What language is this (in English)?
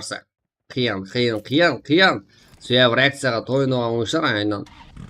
Kara-Kalpak